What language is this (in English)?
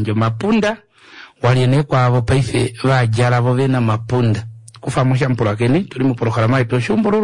Kuanyama